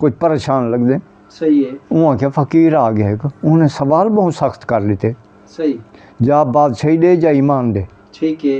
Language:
Saraiki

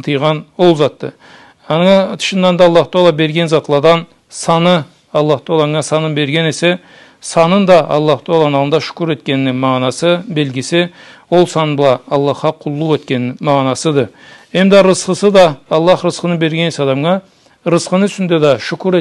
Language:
Karachay-Balkar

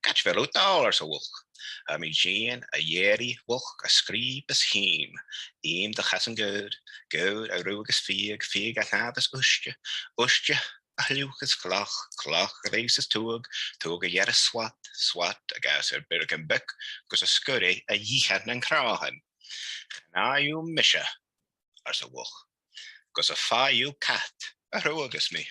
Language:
Scottish Gaelic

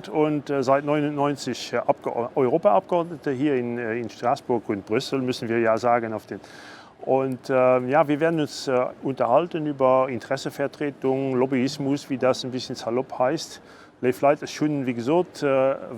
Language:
Luxembourgish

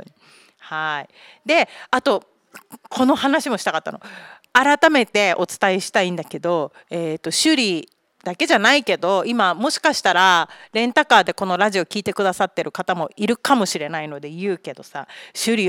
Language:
Japanese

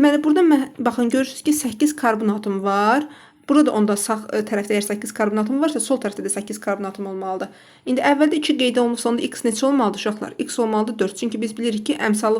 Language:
Azerbaijani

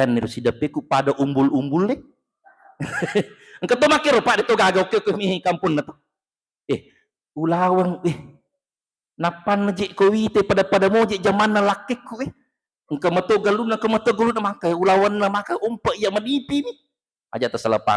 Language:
Buginese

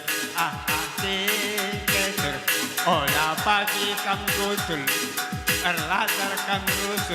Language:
Batak Karo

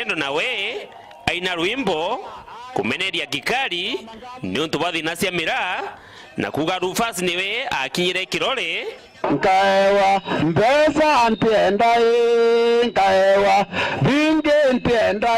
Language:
Meru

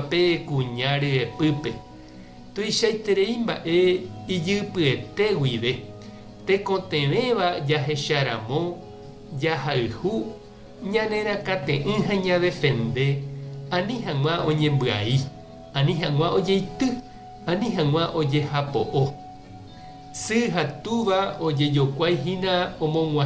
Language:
Guarani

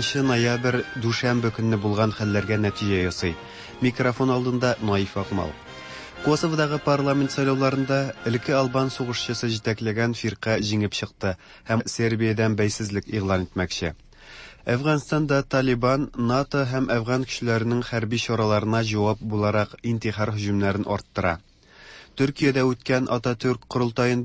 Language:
Tatar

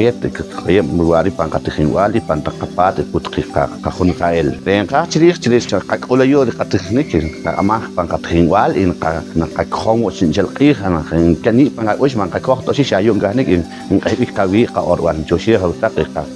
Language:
Poqomchi'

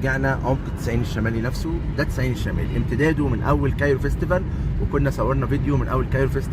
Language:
Egyptian Arabic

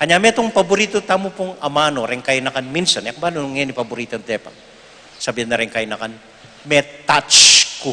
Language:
Pampanga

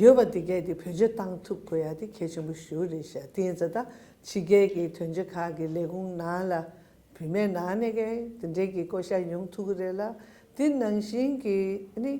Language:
Tibetan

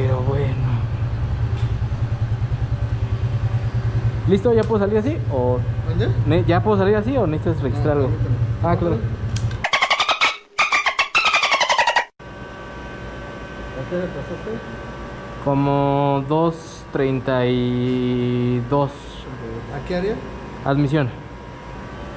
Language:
Spanish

